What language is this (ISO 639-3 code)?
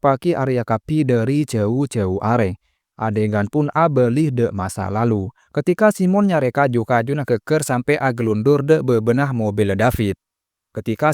mad